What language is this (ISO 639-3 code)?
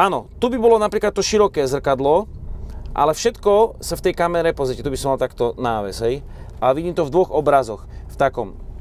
slk